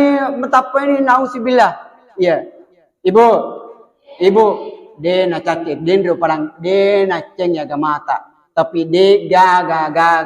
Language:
Buginese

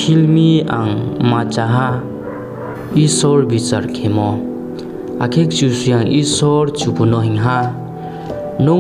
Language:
Riang (India)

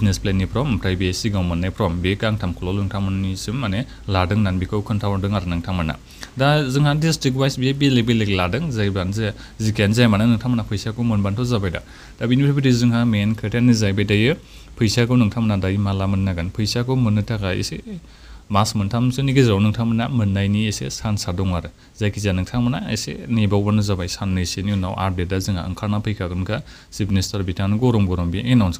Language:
Bodo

